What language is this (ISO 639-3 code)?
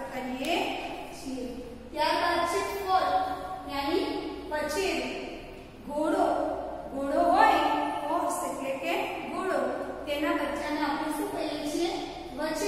guj